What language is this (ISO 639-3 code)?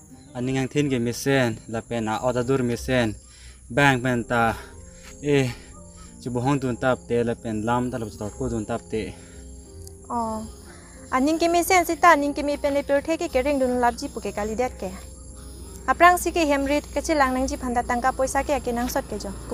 mjw